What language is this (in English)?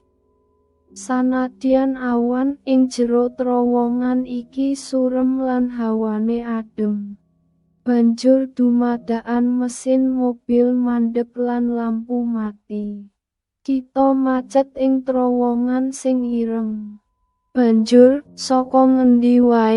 Javanese